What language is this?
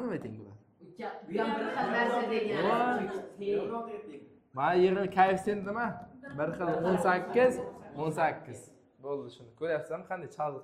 Uzbek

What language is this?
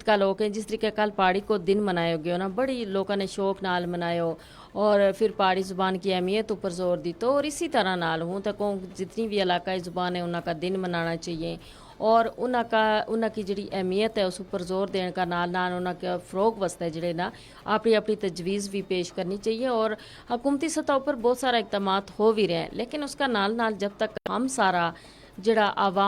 Gujari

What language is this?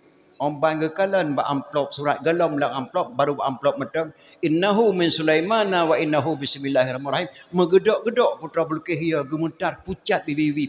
Achinese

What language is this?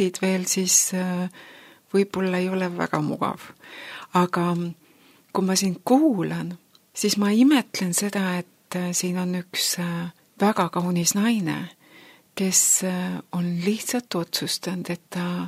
Estonian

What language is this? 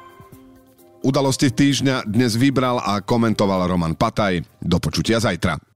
Slovak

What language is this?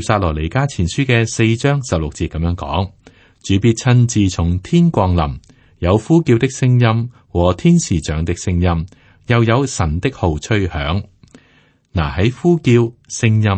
Cantonese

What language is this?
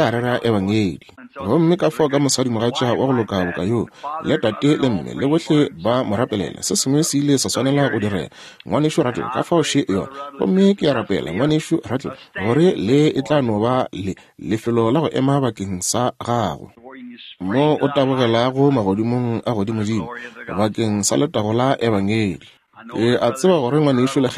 Northern Sotho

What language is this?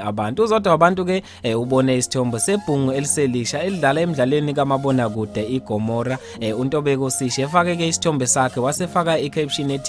Zulu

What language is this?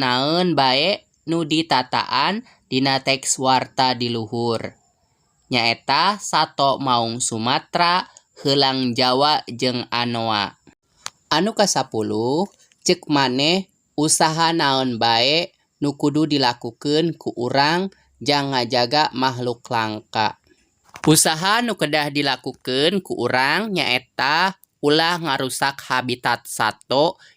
Sundanese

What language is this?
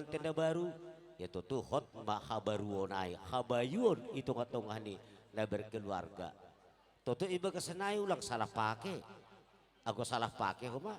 Batak Simalungun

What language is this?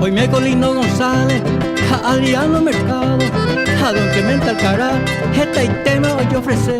Guarani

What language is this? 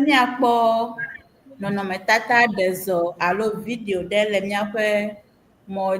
Ewe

